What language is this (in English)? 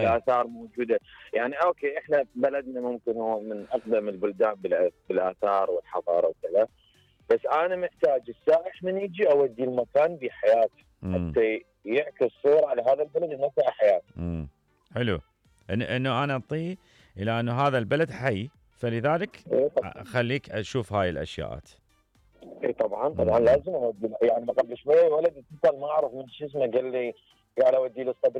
Mesopotamian Arabic